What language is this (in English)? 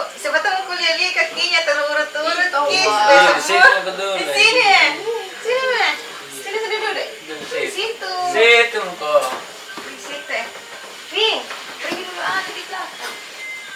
Makassar Malay